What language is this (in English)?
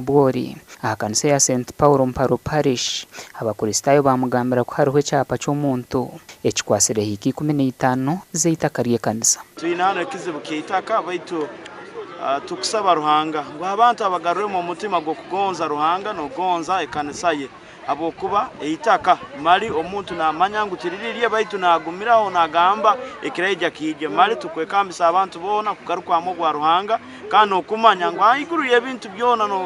Nyankole